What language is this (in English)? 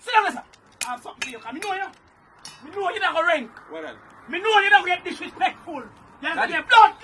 Jamaican Creole English